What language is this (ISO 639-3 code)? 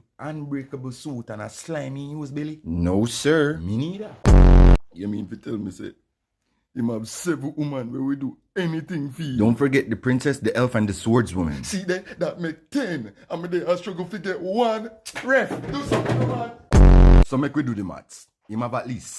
jam